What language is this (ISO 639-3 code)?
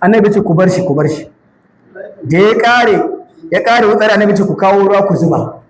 hau